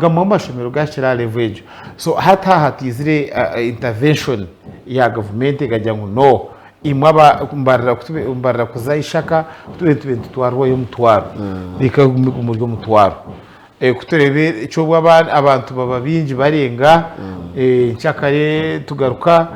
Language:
Nyankole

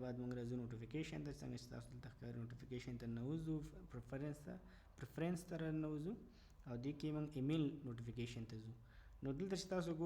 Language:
Pashto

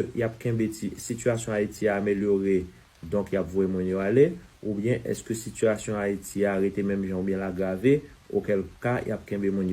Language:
Haitian Creole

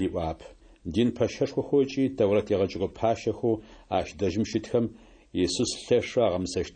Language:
Adyghe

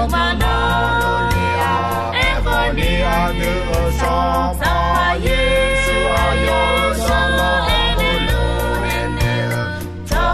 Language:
Akha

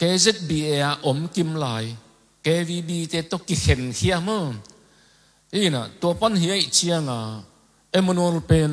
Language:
Tedim Chin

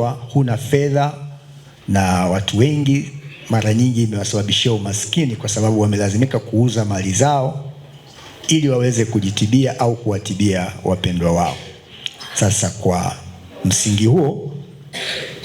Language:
Swahili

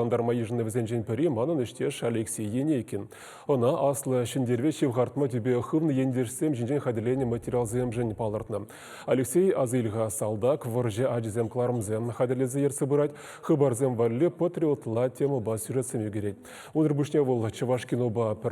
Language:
Chuvash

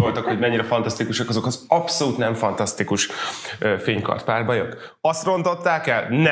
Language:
Hungarian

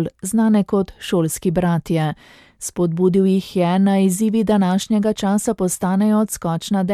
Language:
Slovenian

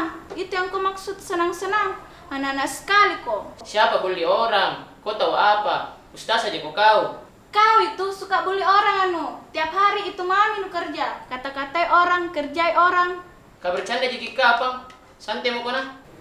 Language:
Makassar Malay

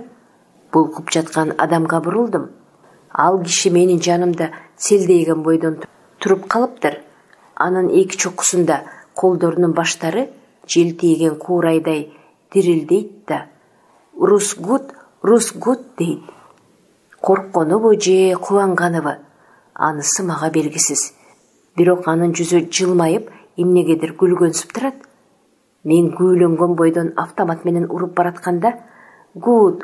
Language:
Kyrgyz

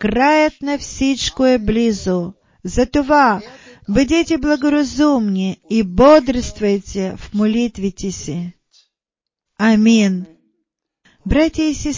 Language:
Bulgarian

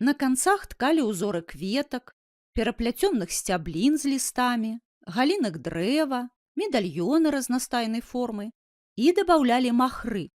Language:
Belarusian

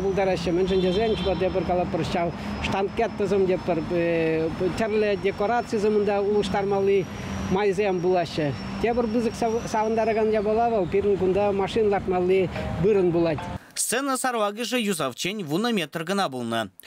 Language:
Chuvash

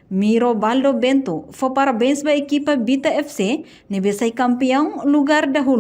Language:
Tetum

